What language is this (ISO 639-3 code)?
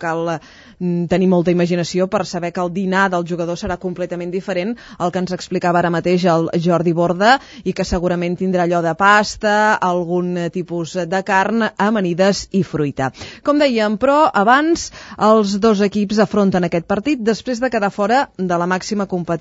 cat